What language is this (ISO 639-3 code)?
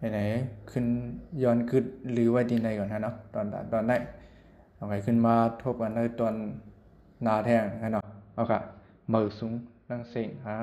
shn